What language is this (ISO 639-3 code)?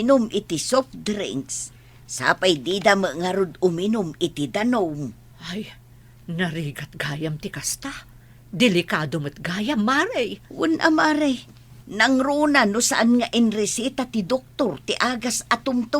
ilo